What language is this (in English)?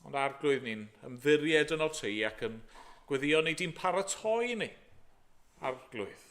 Welsh